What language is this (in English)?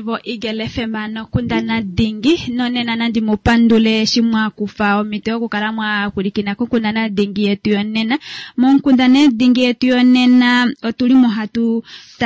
Kuanyama